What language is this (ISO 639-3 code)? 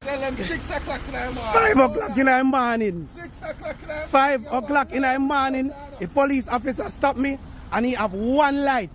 jam